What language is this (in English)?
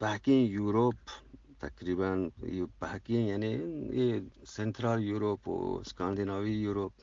Eastern Balochi